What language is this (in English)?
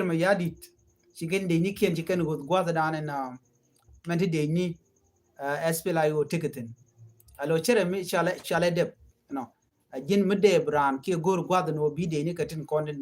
Nuer